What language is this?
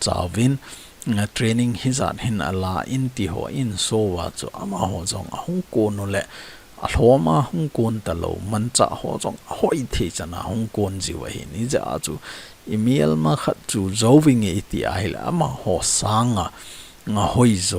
Thado Chin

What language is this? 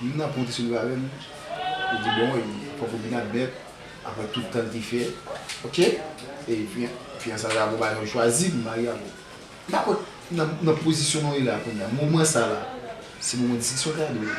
Haitian Creole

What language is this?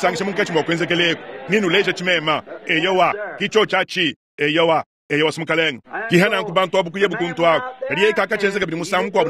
Luba-Lulua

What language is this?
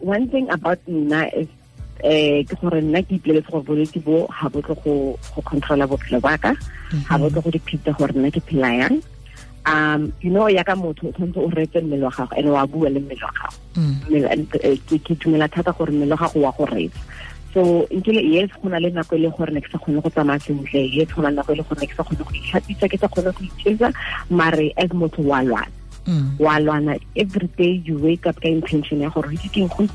Tswana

